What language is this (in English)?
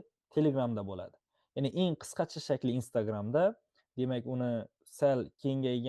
Uzbek